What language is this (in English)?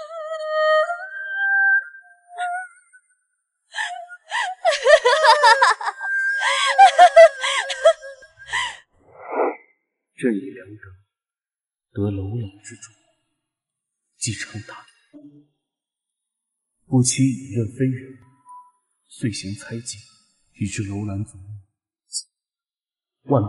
Chinese